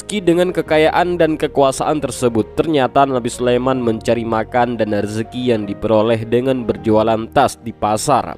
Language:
Indonesian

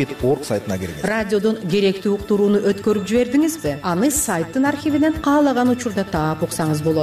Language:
Kyrgyz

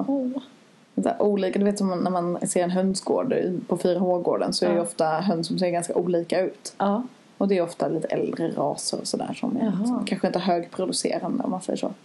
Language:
Swedish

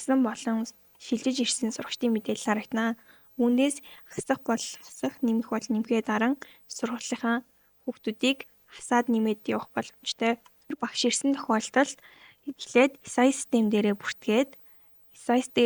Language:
Mongolian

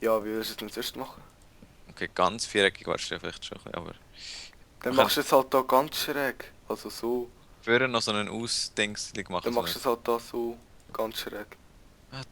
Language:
Swiss German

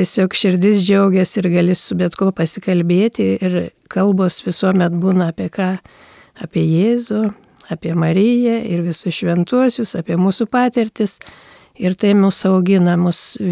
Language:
Lithuanian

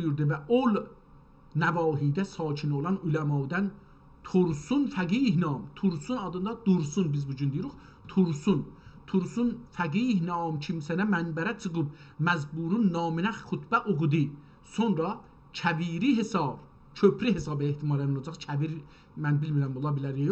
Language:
South Azerbaijani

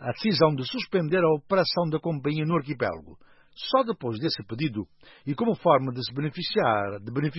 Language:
Portuguese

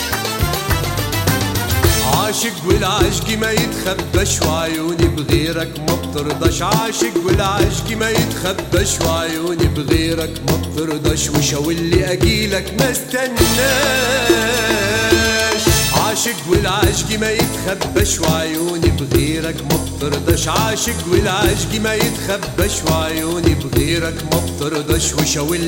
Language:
Arabic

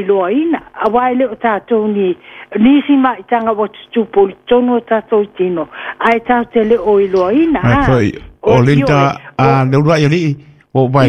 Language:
Samoan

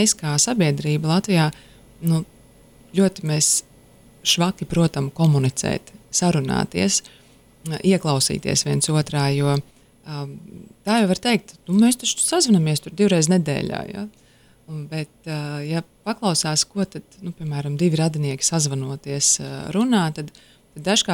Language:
Latvian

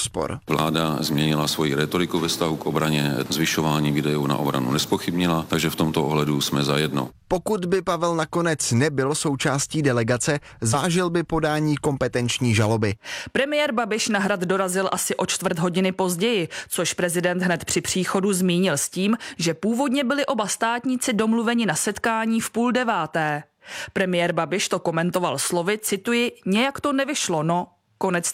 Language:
Czech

